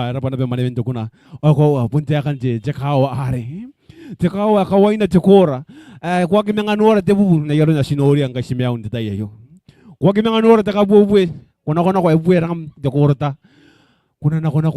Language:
Gilbertese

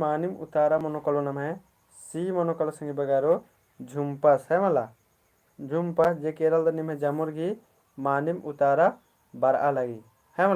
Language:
Kurukh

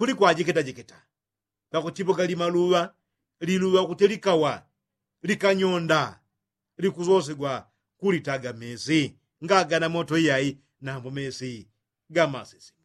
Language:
Yao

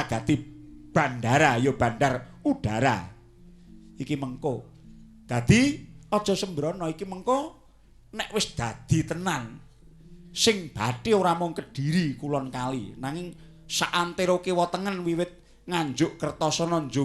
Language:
Javanese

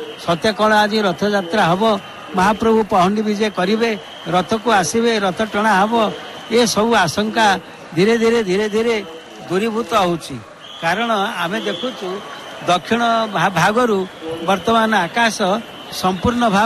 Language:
Odia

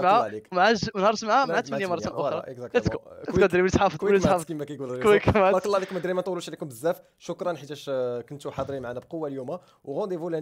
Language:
Moroccan Arabic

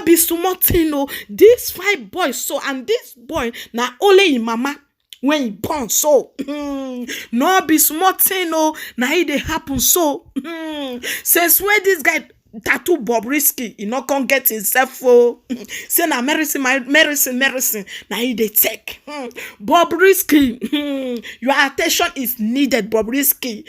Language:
Nigerian Pidgin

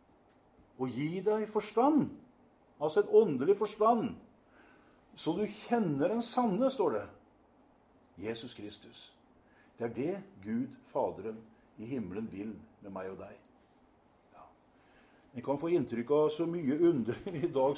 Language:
Norwegian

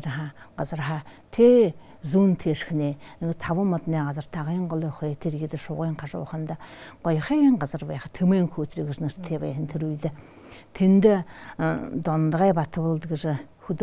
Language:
Buriat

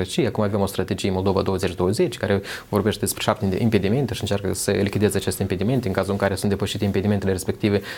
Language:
Romanian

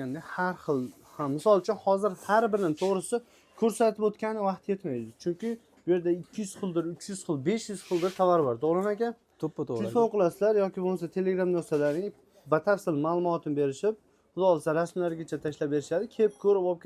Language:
Uzbek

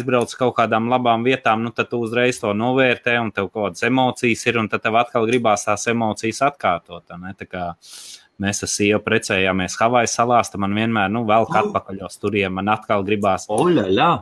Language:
Latvian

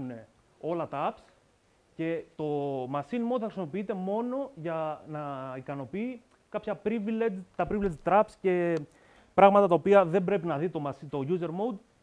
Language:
Greek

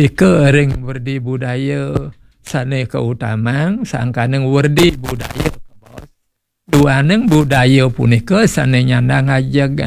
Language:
Balinese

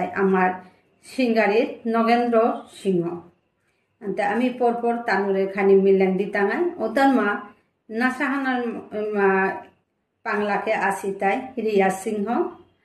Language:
Bishnupriya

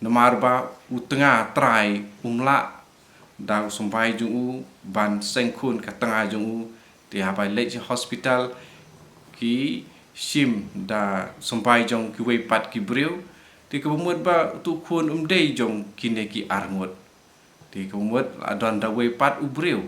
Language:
Khasi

